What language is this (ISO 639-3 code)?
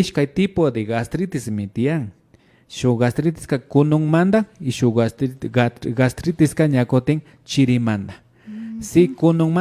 qvi